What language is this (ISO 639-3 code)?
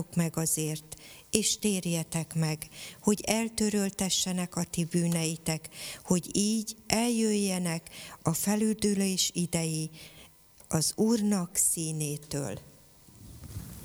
hun